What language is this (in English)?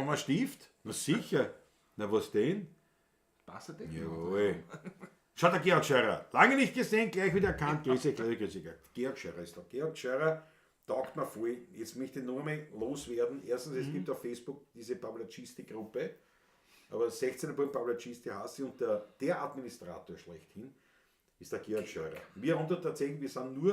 Bavarian